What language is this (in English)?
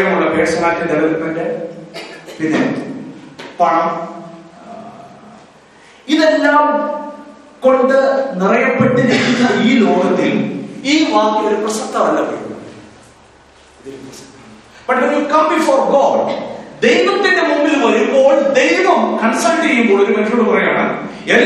Malayalam